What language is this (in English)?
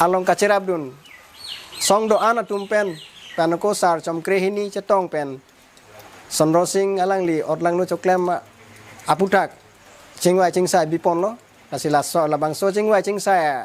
Karbi